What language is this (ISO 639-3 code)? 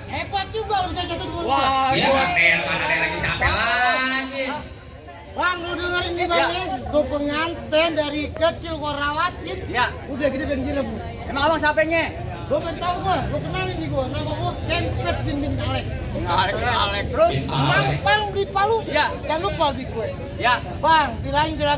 bew